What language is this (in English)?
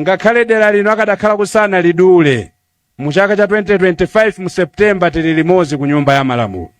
Nyanja